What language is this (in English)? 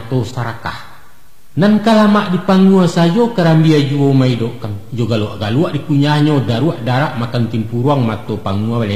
Minangkabau